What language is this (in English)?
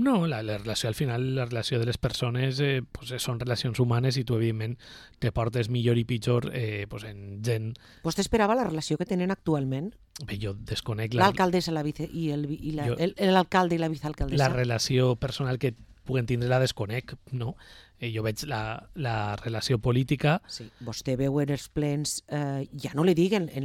Catalan